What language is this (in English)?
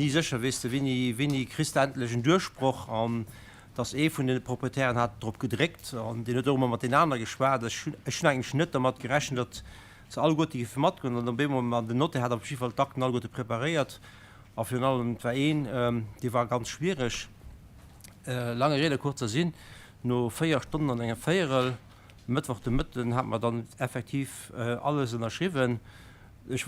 Luxembourgish